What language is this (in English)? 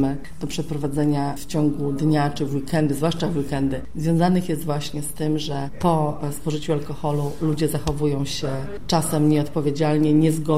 Polish